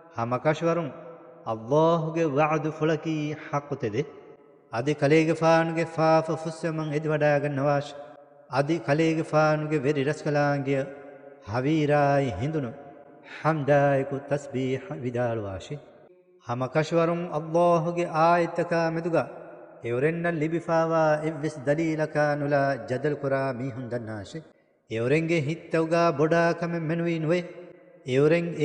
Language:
Divehi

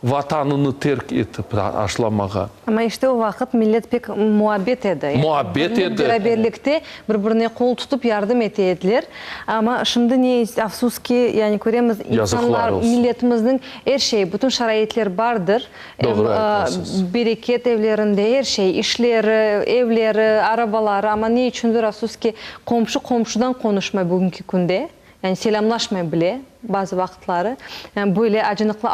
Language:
Crimean Tatar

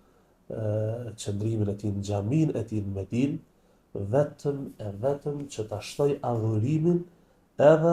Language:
Albanian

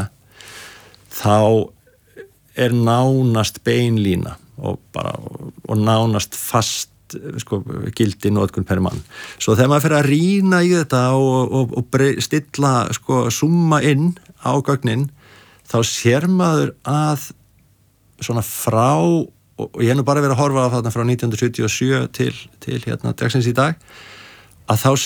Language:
Icelandic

